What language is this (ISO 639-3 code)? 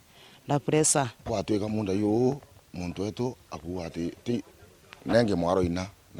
mer